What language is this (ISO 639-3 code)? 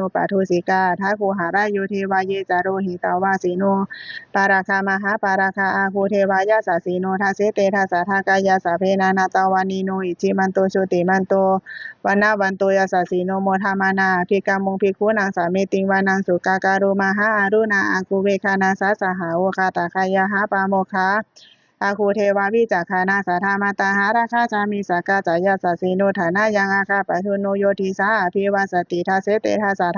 pli